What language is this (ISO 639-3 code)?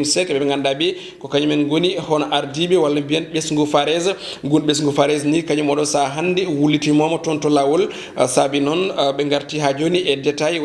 ful